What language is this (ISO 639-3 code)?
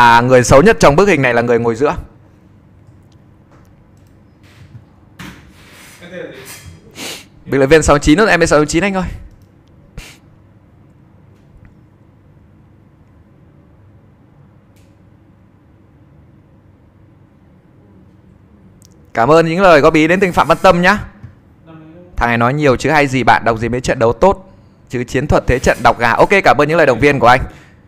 vie